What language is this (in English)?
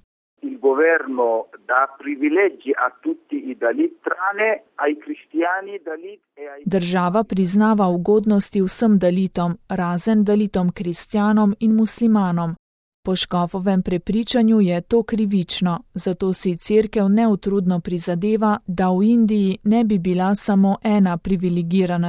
Slovenian